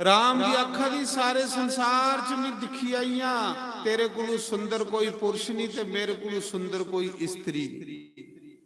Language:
Dogri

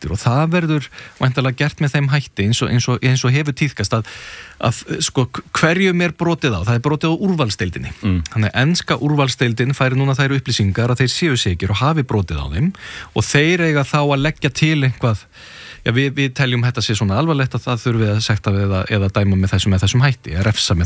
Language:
Icelandic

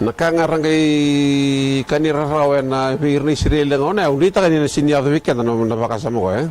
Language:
Fijian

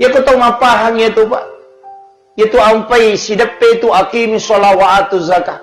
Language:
Buginese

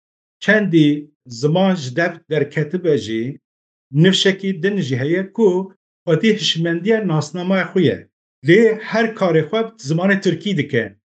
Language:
Kurdish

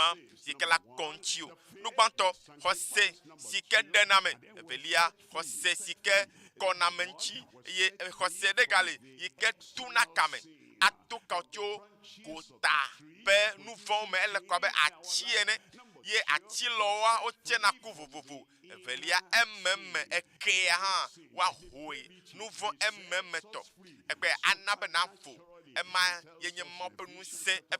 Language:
Ewe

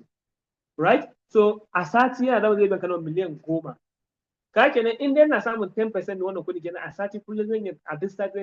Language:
Hausa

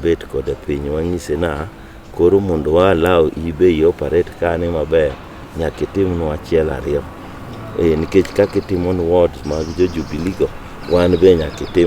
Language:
Luo (Kenya and Tanzania)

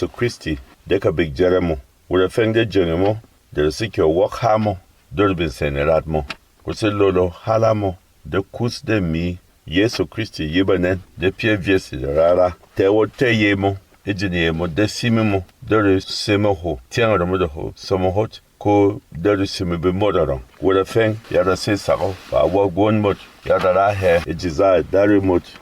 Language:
Berom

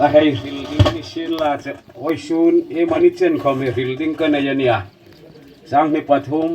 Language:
Hmar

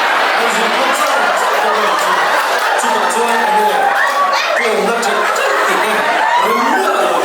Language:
Mizo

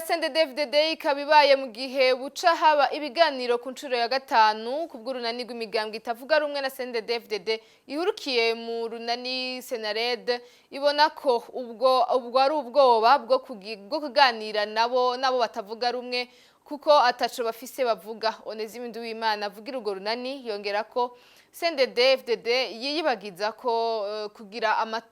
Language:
Rundi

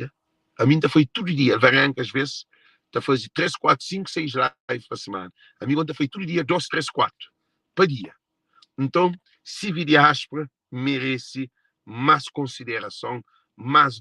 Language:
Kabuverdianu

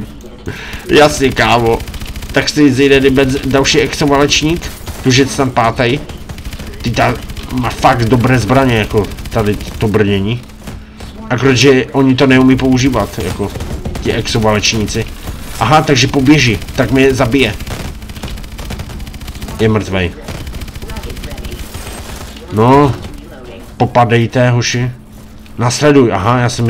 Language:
Czech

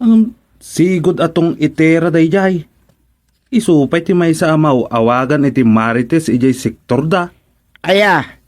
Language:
Iloko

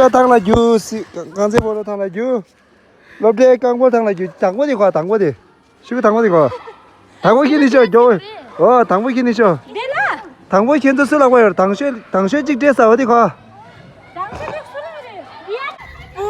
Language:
Tibetan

